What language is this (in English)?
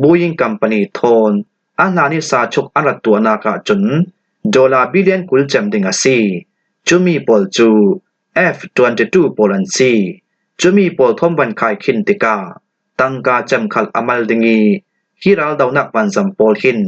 Falam Chin